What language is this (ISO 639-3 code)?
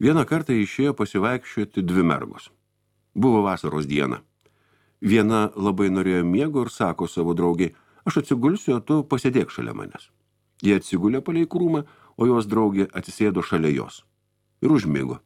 lit